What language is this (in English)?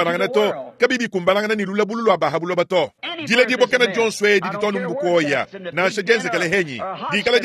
Luba-Lulua